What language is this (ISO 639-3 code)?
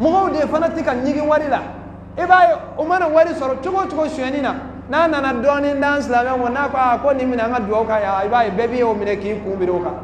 bam